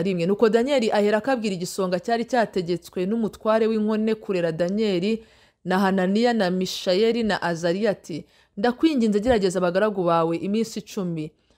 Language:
Kinyarwanda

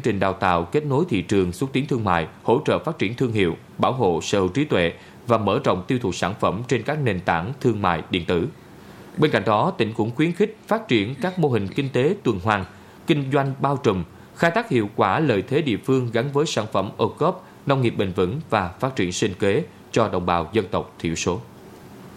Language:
Vietnamese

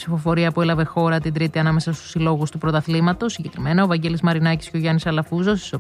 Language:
Greek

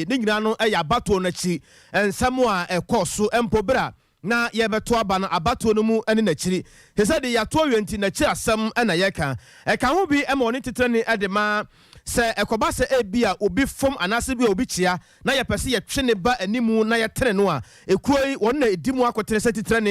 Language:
Akan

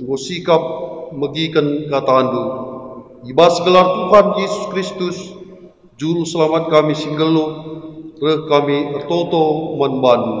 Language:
Batak Karo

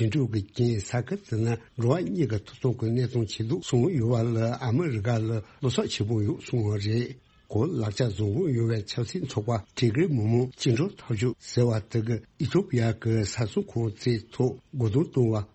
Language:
Tibetan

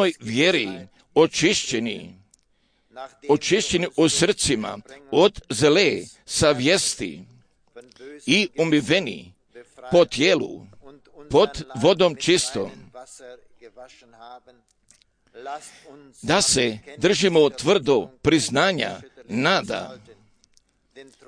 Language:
Croatian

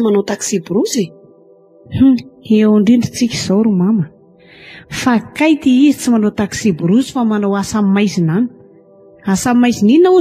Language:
Malagasy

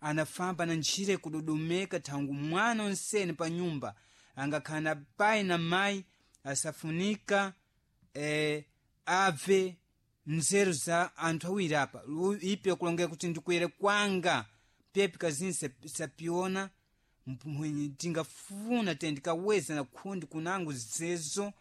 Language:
Sena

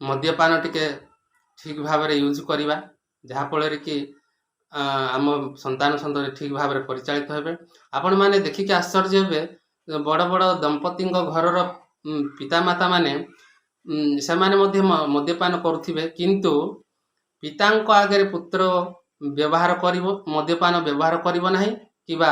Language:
Odia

